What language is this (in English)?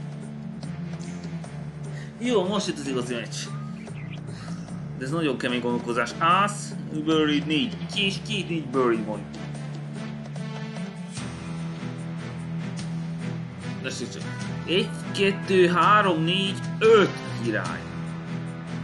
Hungarian